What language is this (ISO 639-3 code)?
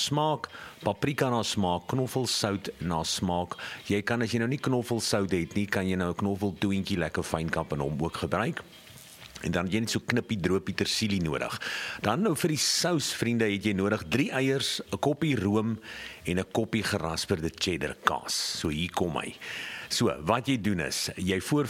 afr